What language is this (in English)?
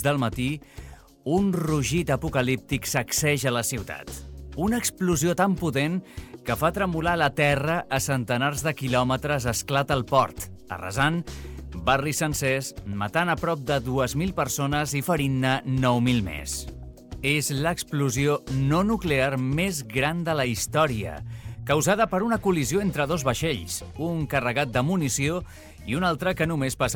Catalan